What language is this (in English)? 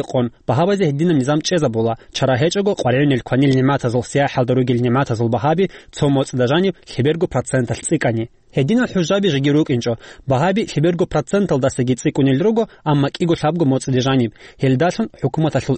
Avaric